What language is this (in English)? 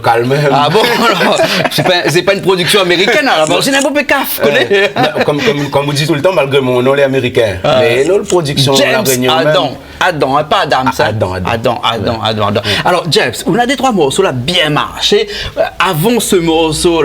Réunion Creole French